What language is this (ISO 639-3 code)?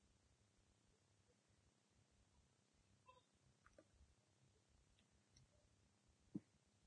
eus